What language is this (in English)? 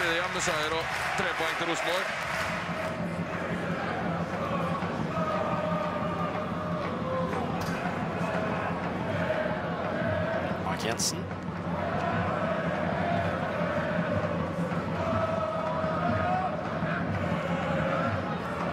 Norwegian